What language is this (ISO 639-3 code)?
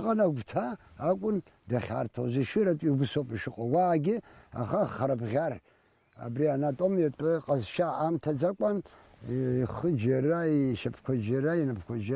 abk